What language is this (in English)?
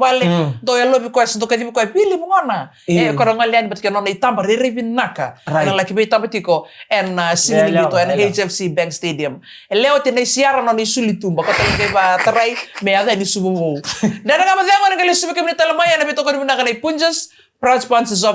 Fijian